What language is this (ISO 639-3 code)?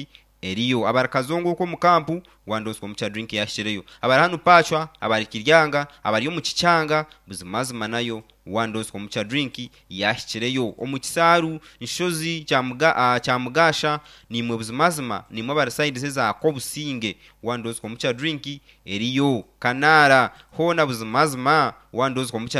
nyn